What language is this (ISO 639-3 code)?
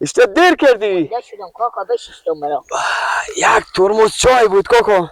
fas